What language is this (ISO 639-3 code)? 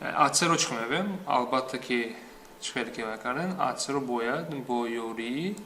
tgk